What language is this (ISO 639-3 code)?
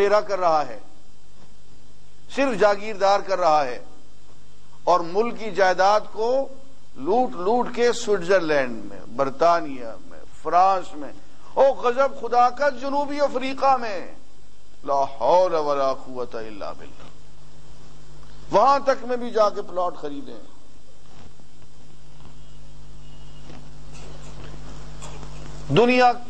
urd